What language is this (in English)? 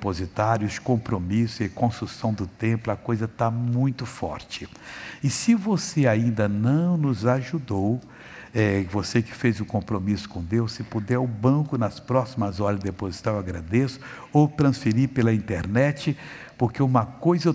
Portuguese